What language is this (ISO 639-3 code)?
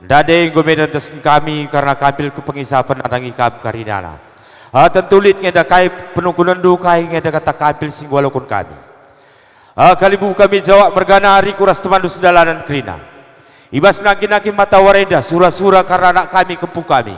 btx